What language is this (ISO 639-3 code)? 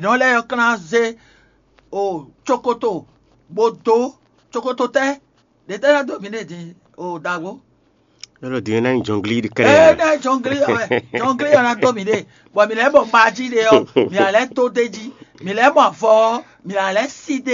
fon